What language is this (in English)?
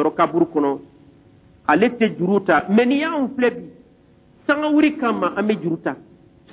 Bambara